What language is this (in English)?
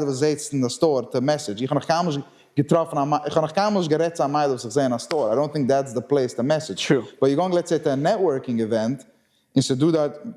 Yiddish